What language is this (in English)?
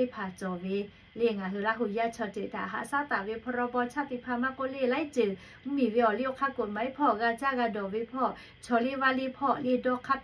Lahu